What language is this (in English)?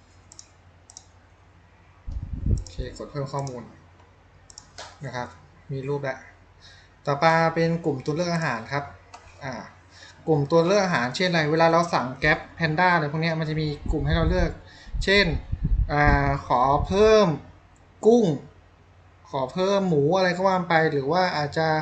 Thai